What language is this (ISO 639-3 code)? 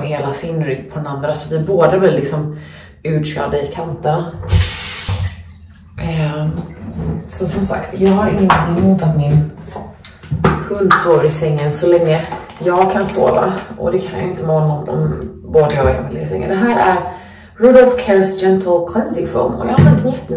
swe